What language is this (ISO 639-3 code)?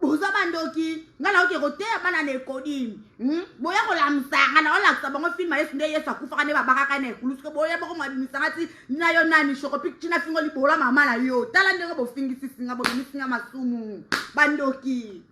lin